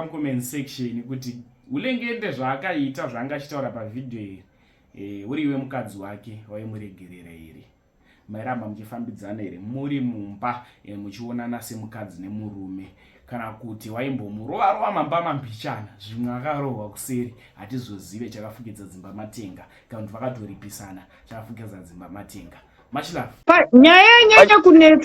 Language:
Shona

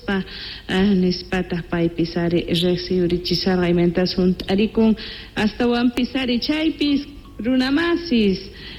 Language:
South Bolivian Quechua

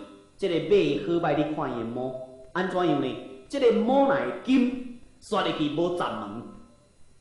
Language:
Min Nan Chinese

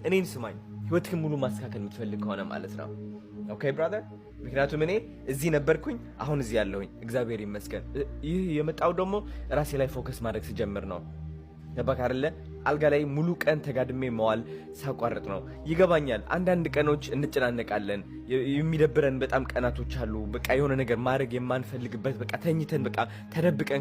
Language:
Amharic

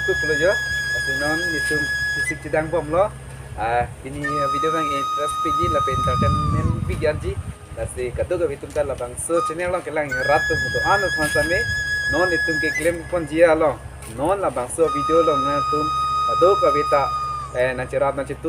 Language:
Karbi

